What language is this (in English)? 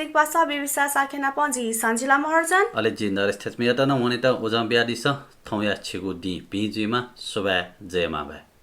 Newari